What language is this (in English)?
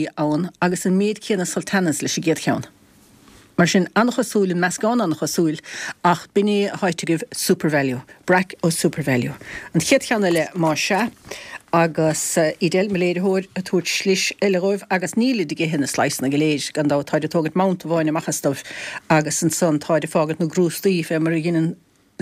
Irish